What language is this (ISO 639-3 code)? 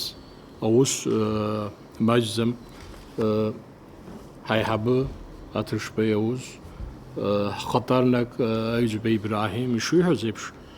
abk